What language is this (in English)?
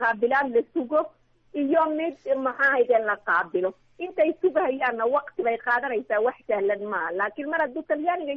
Somali